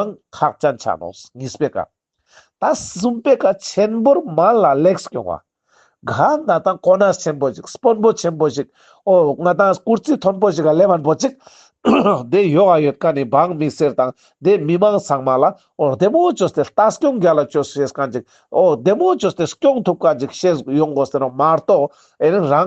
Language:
Ladakhi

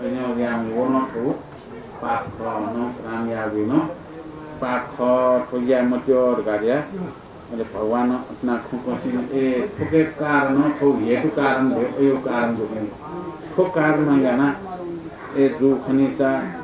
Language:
Newari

